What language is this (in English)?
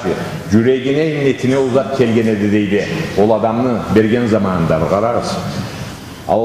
Karachay-Balkar